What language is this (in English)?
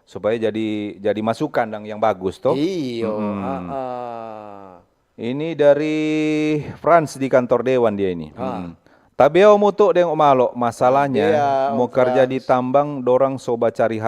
Manado Malay